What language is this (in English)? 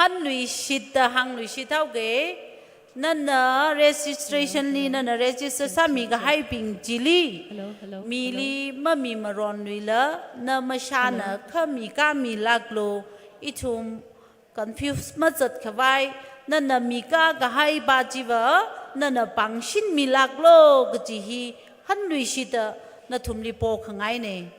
Tangkhul Naga (India)